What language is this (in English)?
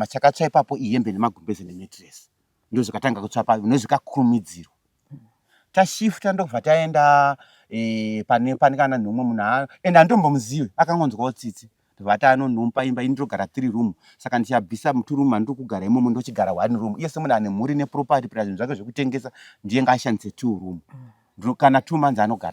Shona